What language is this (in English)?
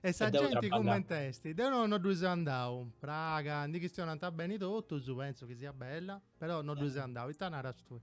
Sardinian